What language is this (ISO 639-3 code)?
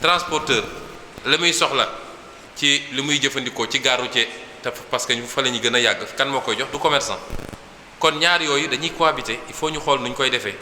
wol